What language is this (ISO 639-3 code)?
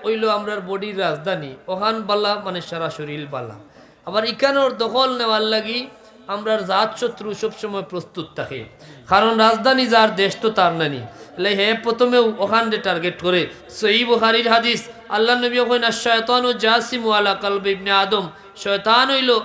syl